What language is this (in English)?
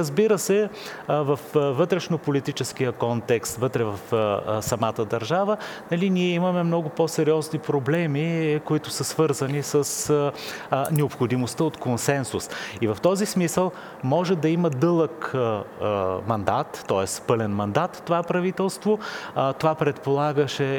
Bulgarian